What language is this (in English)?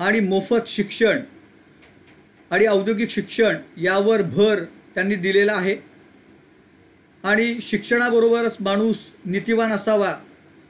Marathi